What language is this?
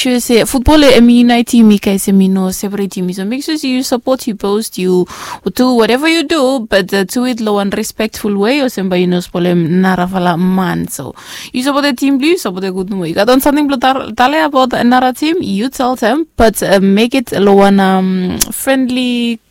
Bislama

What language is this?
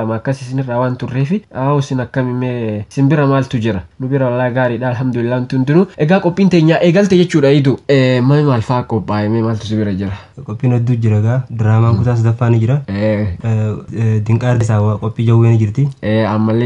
Oromo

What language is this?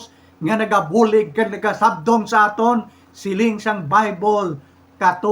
Hiligaynon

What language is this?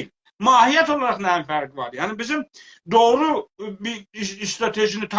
South Azerbaijani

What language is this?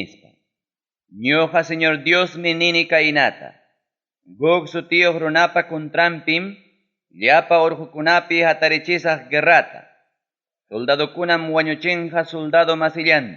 Ayacucho Quechua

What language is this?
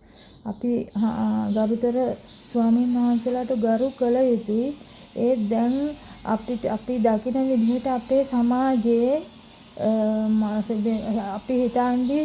Sinhala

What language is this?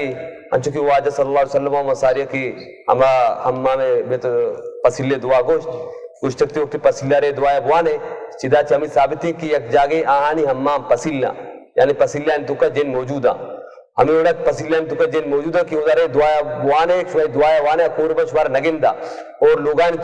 Baluchi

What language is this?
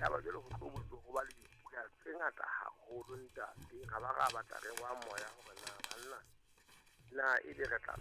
Southern Sotho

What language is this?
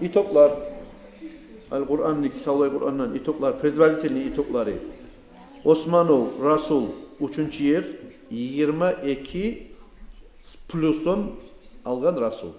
Kumyk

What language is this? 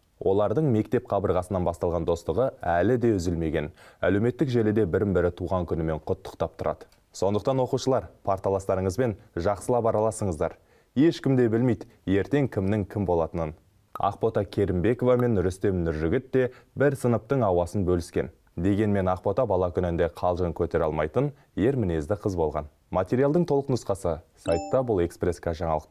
Kazakh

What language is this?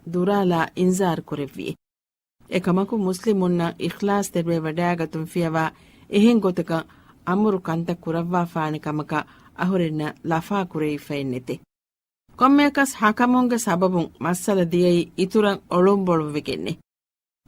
Divehi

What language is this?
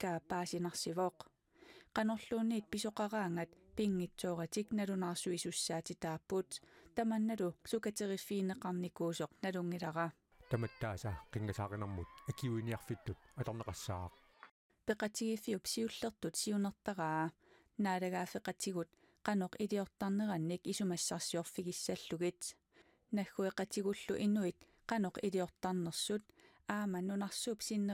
Kalaallisut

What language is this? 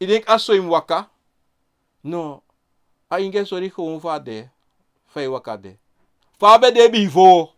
Sranan Tongo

